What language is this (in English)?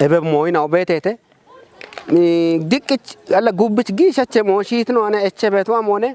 Kafa